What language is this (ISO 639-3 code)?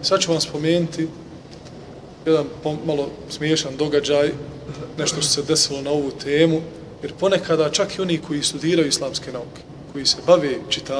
bos